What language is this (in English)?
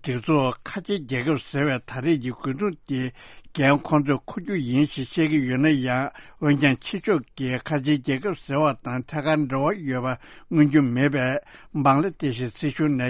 Tibetan